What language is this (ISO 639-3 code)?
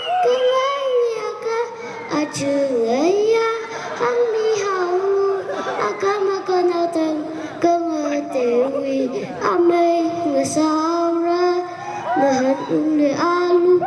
nmf